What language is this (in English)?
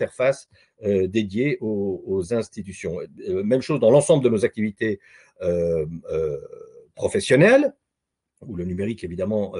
French